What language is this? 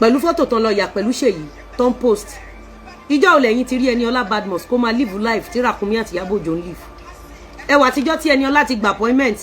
Yoruba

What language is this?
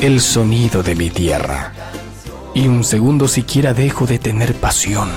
Guarani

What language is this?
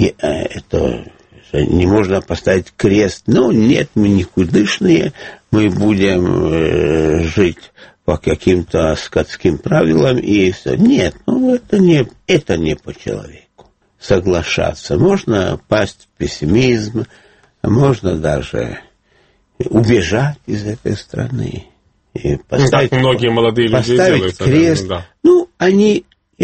Russian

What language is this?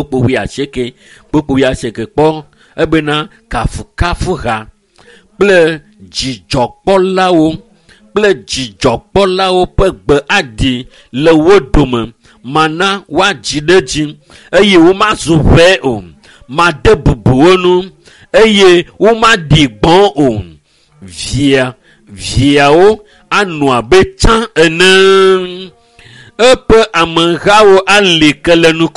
Ewe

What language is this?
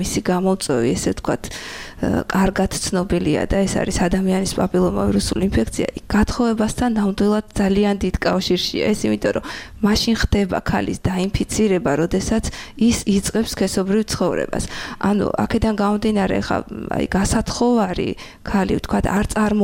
Georgian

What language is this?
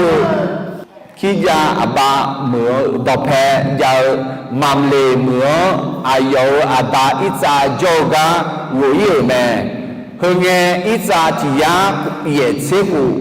Akha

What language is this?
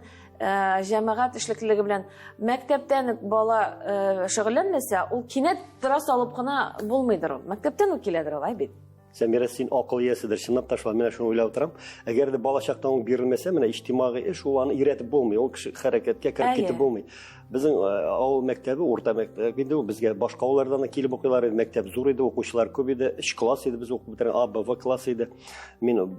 Tatar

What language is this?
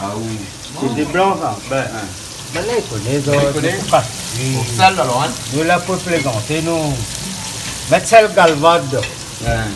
Réunion Creole French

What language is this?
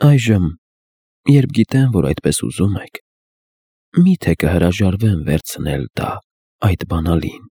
Armenian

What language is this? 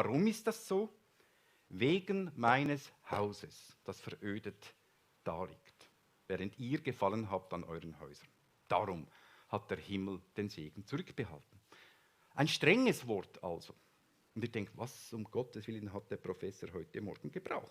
Swiss German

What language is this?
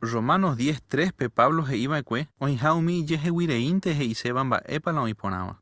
Guarani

